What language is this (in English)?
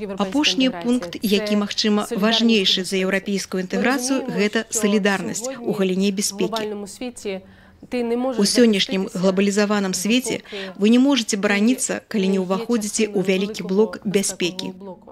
Belarusian